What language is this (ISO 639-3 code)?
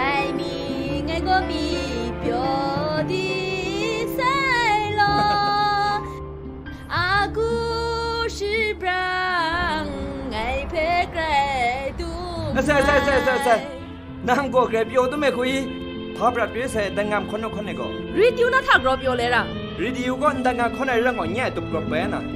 kac